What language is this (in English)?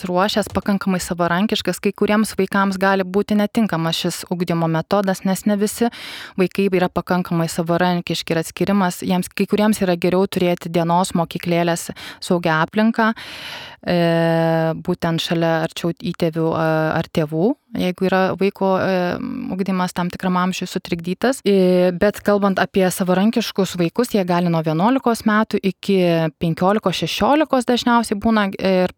Lithuanian